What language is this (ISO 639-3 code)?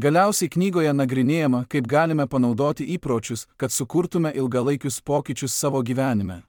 lit